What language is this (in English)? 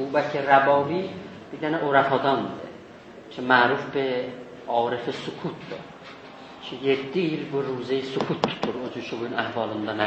South Azerbaijani